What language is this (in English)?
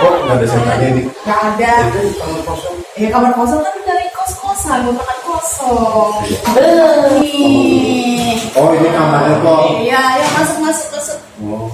Betawi